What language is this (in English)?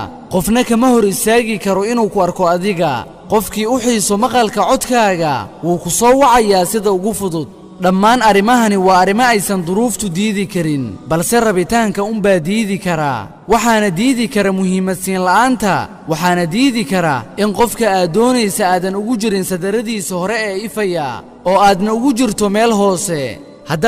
Somali